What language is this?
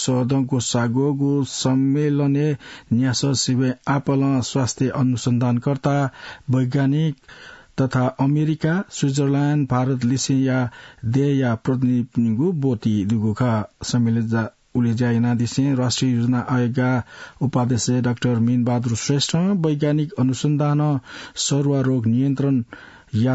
Newari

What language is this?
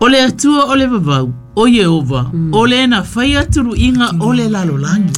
Samoan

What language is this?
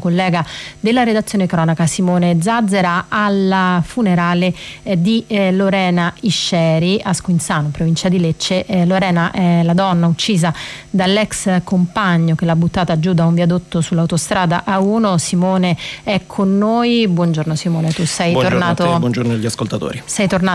Italian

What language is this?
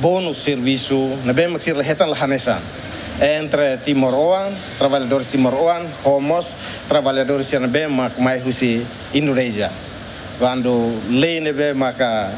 Tetum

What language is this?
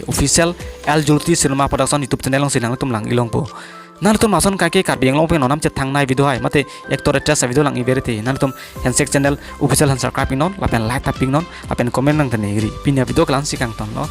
Karbi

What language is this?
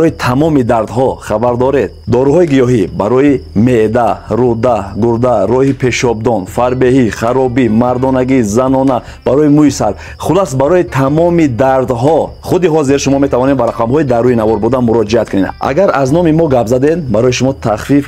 Tajik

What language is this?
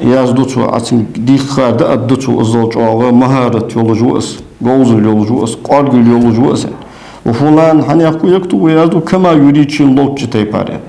Ingush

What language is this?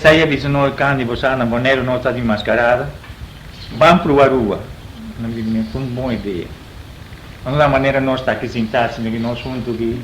Papiamento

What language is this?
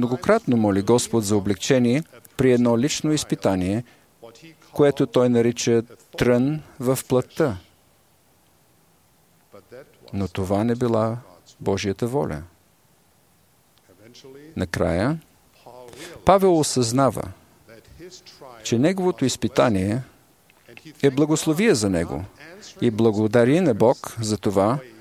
Bulgarian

